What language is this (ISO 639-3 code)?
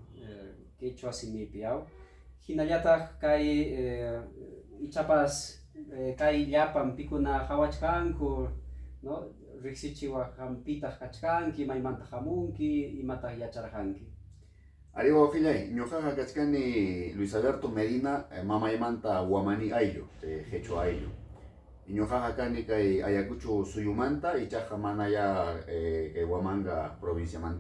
quy